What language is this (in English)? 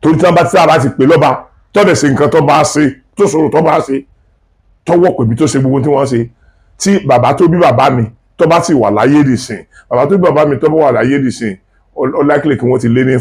Yoruba